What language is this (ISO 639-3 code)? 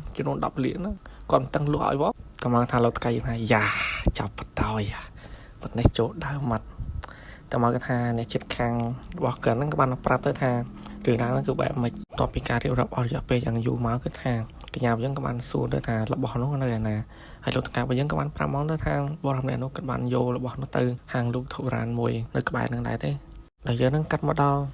khm